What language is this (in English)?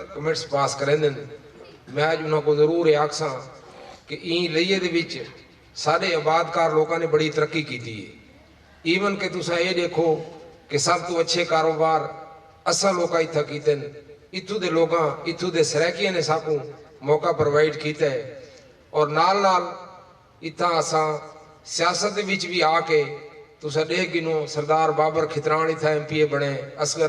Saraiki